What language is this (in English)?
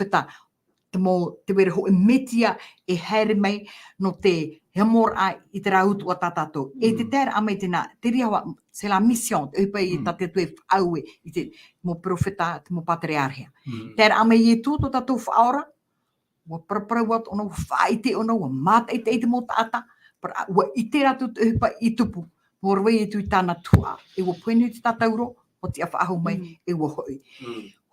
Tahitian